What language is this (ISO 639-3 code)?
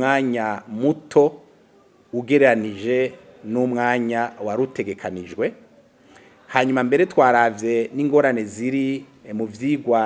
run